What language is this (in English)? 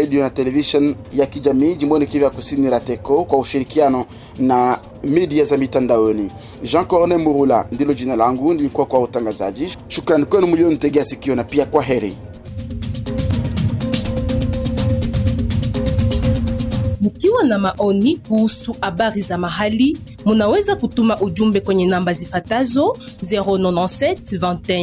Swahili